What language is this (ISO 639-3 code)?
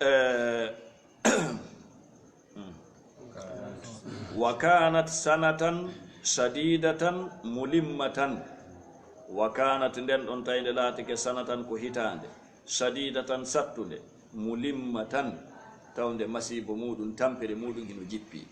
ful